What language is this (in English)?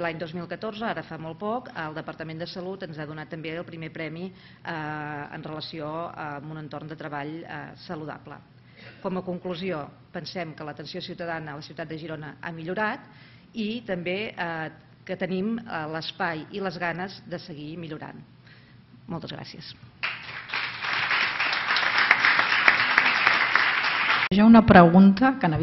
Catalan